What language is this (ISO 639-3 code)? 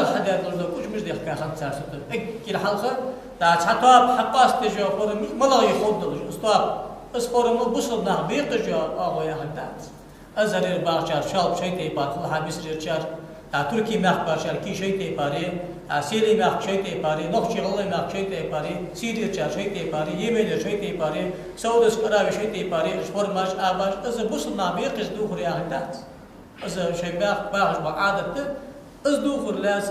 inh